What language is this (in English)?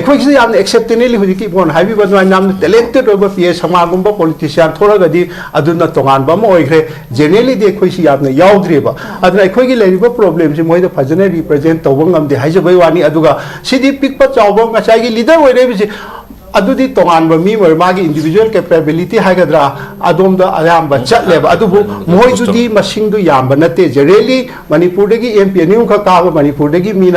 Manipuri